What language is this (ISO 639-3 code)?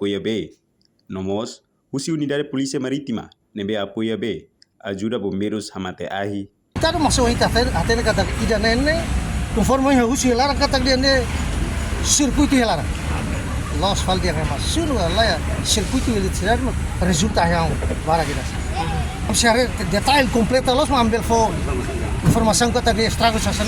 tet